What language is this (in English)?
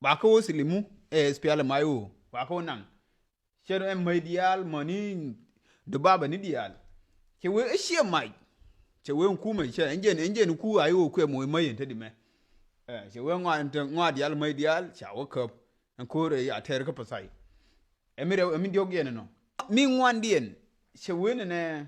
Nuer